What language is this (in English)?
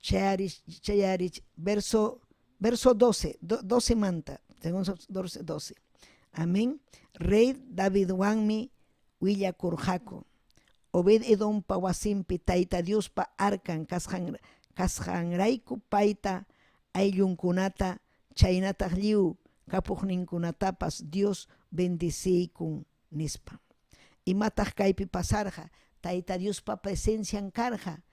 Ayacucho Quechua